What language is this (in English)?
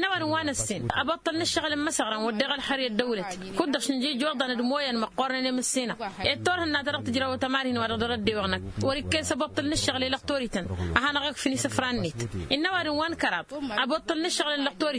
Tamasheq